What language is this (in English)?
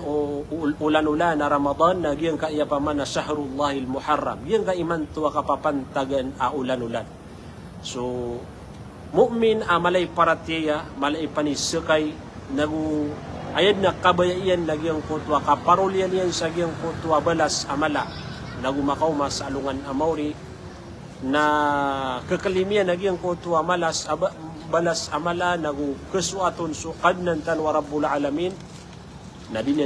Maranao